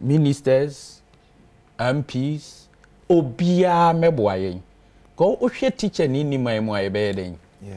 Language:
Akan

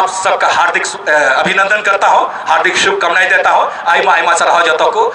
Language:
Santali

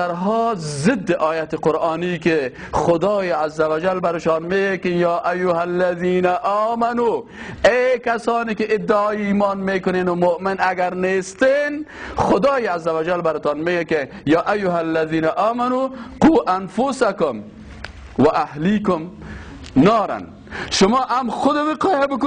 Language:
Persian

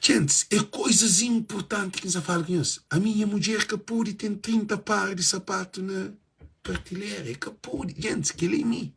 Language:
Kabuverdianu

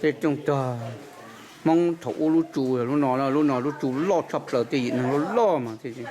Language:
Hmong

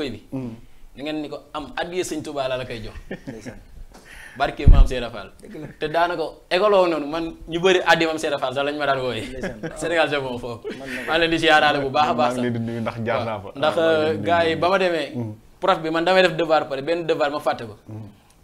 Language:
Wolof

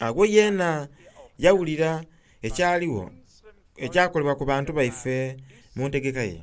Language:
Soga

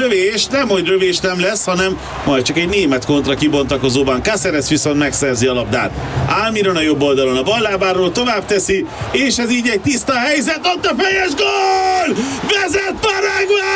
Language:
Hungarian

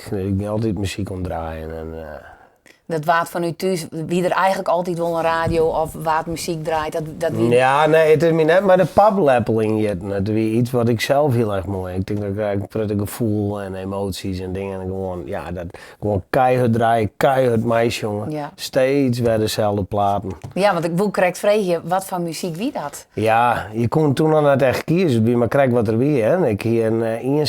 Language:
Western Frisian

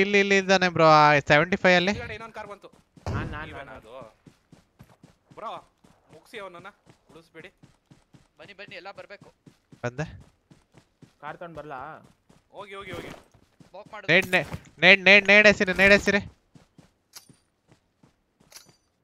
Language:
Kannada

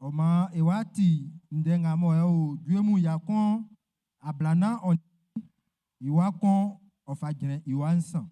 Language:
Baoulé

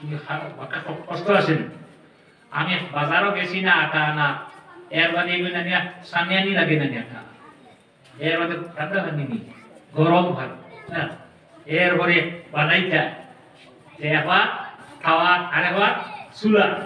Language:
Sylheti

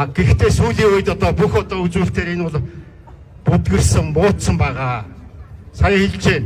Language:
Mongolian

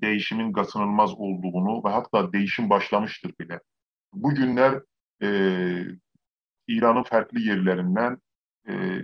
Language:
South Azerbaijani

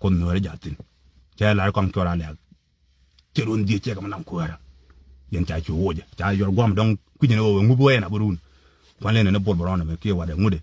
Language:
Nuer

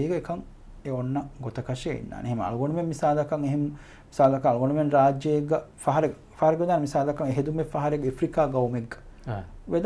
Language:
Divehi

